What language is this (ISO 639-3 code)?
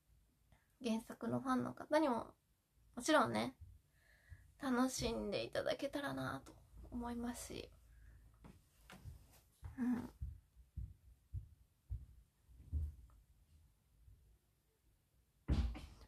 jpn